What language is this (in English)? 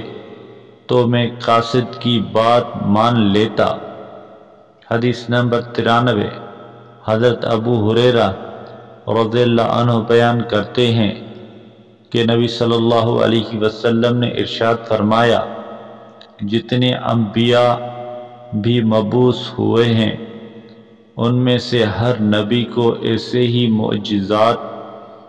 Urdu